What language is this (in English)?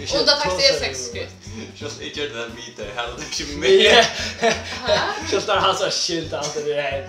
Faroese